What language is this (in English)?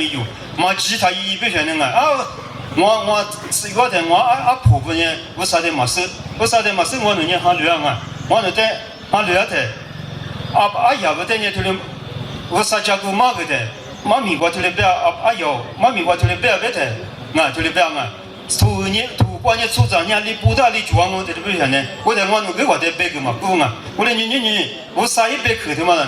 Lisu